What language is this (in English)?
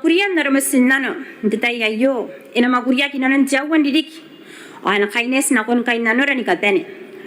Gilbertese